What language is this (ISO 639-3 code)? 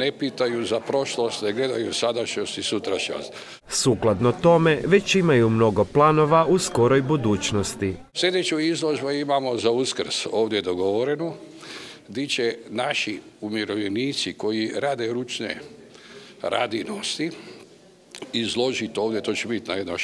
hrv